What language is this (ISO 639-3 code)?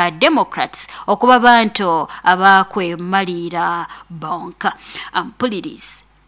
nyo